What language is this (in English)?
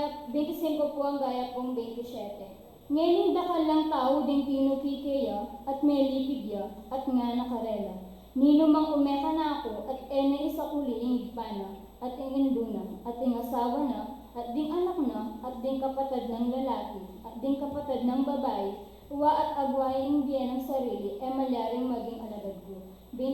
Pampanga